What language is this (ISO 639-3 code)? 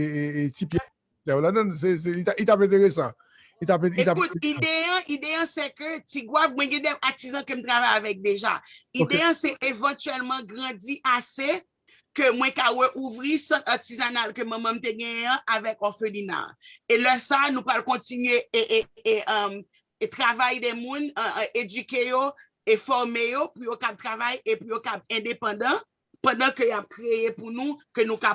hat